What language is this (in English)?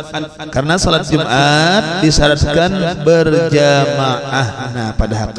Banjar